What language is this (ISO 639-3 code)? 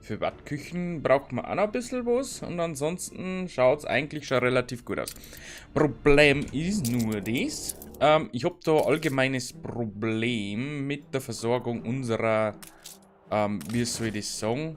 bar